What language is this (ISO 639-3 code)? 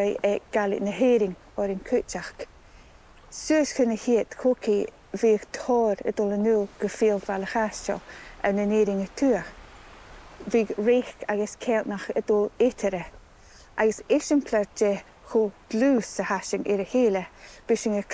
gla